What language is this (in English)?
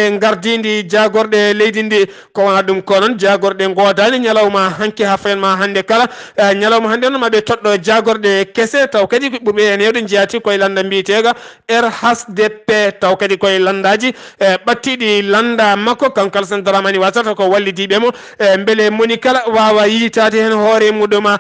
Fula